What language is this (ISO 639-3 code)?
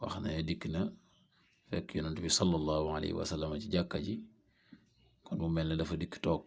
wol